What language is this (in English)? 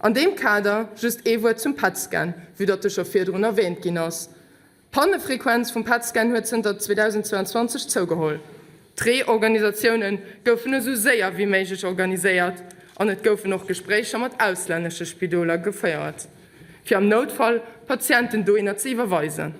Luxembourgish